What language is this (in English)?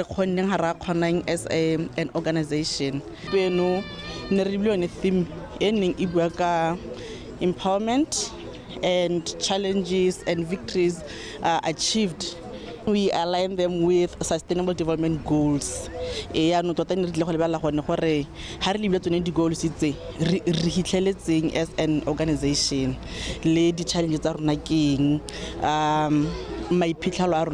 Tswana